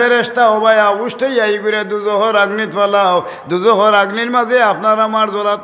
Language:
Sylheti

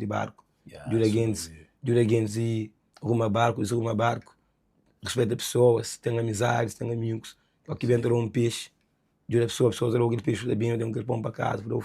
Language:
Kabuverdianu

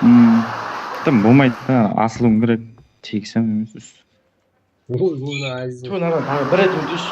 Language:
Kara-Kalpak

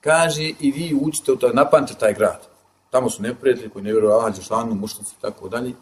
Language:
Bosnian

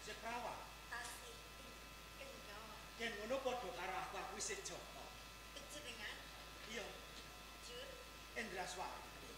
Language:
Javanese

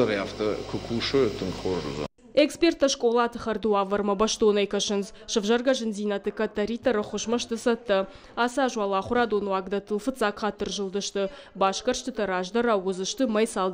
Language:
Ossetic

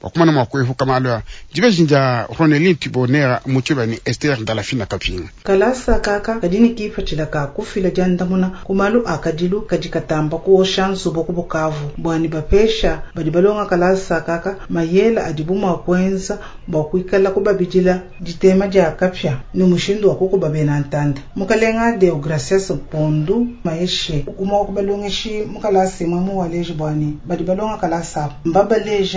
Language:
Luba-Lulua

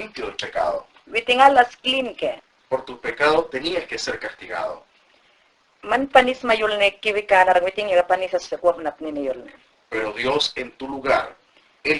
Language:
Mayangna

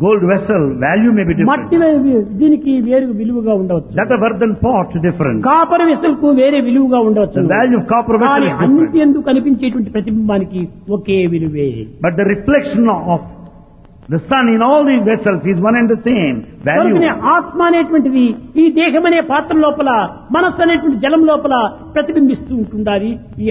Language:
Telugu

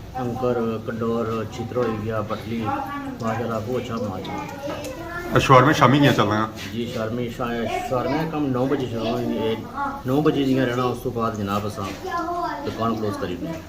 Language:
Pahari-Potwari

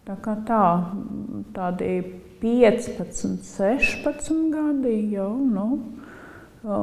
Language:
Latvian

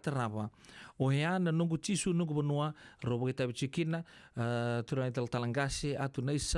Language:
Fijian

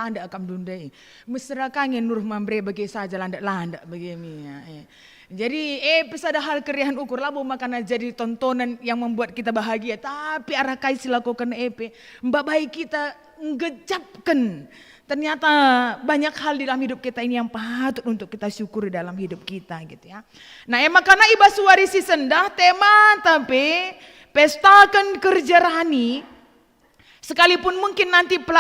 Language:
Batak Karo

